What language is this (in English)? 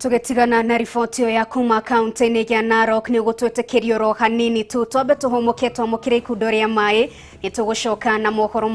Kikuyu